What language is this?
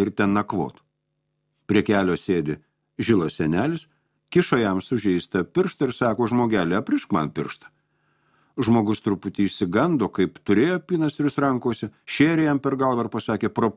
Lithuanian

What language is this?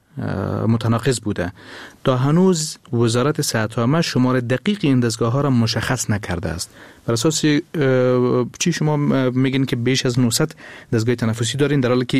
Persian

